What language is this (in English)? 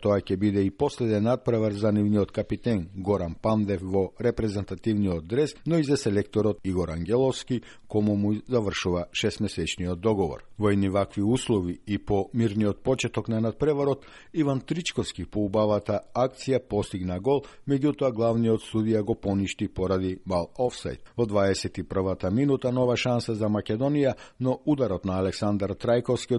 Macedonian